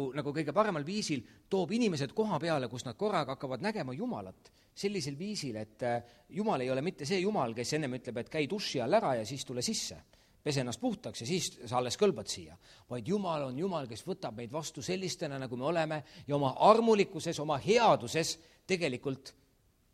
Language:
Estonian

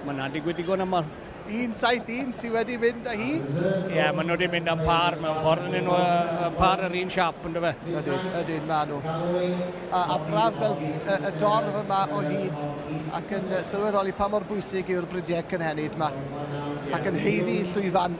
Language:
Welsh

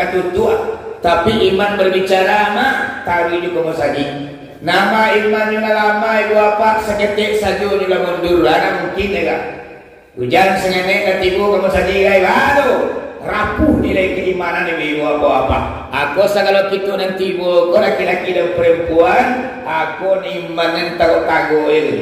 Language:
Minangkabau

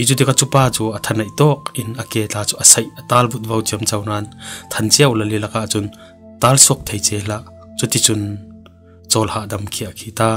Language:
Falam Chin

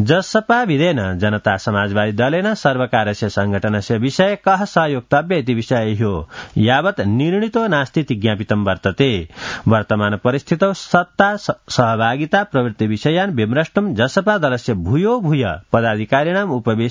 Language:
Sanskrit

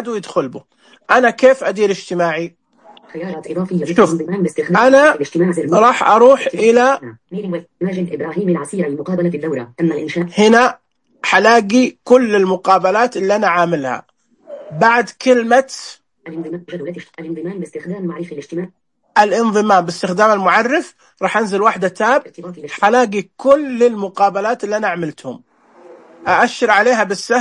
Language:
Najdi Arabic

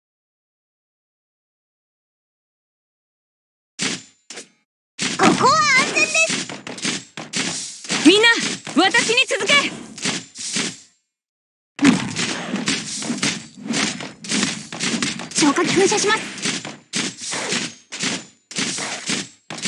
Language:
Japanese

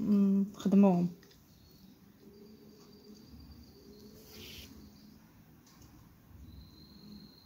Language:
Moroccan Arabic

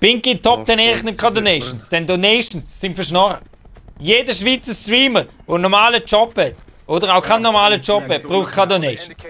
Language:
Swiss German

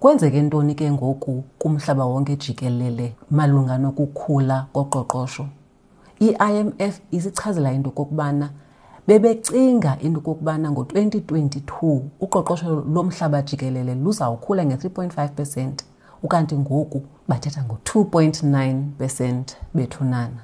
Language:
Xhosa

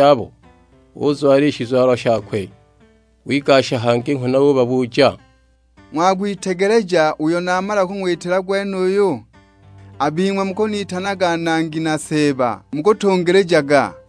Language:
Sukuma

